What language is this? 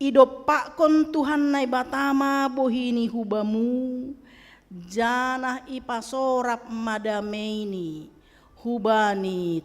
Batak Simalungun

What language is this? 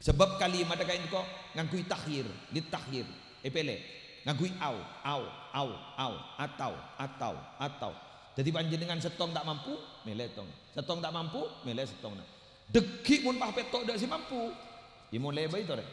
Madurese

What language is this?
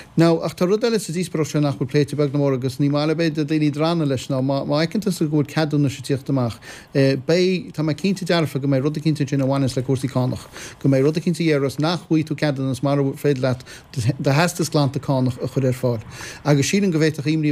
Irish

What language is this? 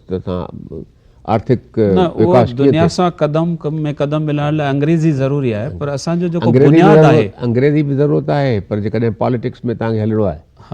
Sindhi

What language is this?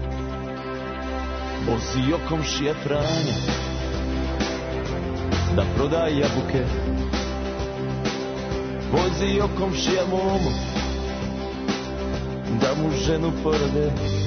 Serbian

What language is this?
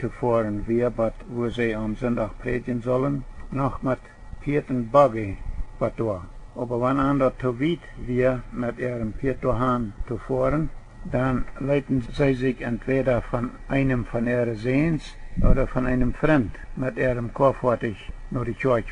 Plautdietsch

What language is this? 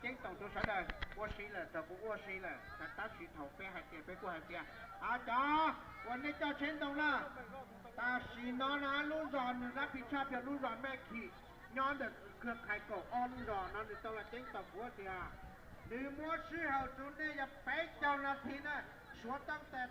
Hmong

